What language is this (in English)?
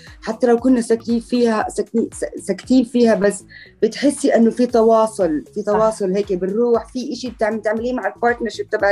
North Levantine Arabic